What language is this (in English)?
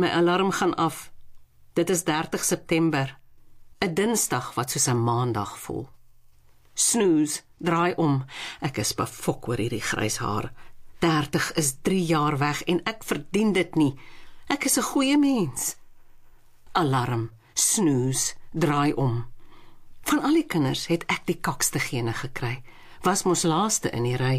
Afrikaans